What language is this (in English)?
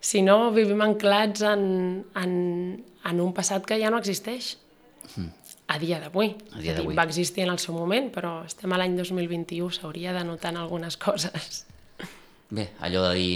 Catalan